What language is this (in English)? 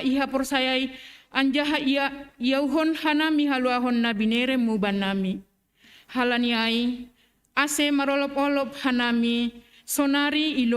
Batak Simalungun